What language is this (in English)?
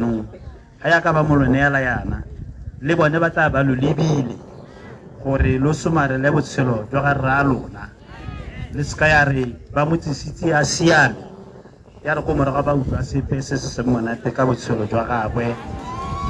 Tswana